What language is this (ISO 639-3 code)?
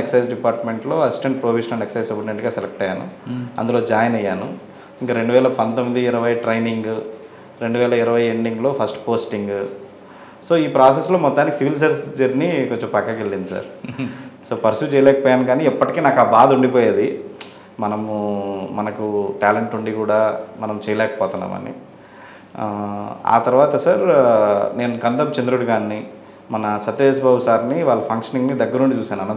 tel